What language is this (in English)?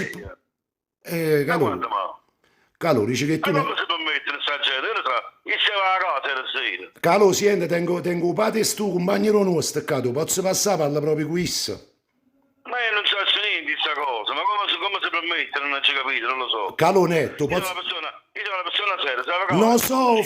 Neapolitan